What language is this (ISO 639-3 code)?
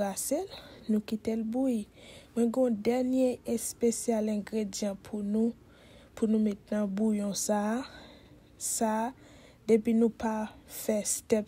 hat